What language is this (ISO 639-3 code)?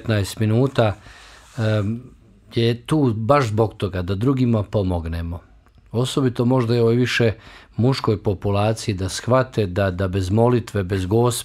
bos